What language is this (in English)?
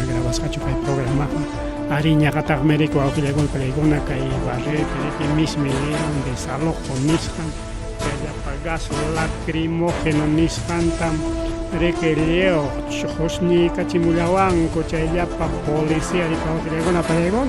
Ayacucho Quechua